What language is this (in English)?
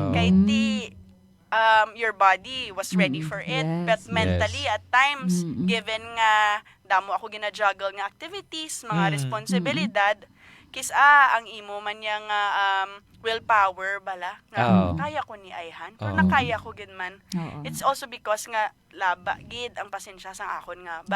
Hiligaynon